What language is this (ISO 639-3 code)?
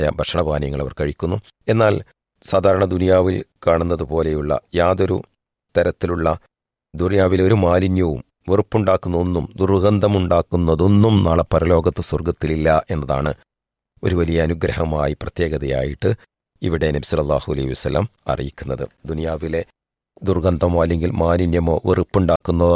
mal